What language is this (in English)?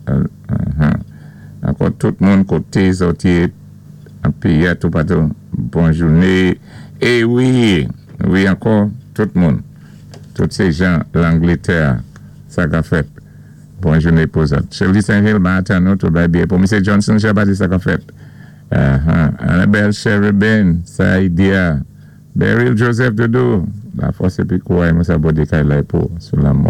Saint Lucian Creole French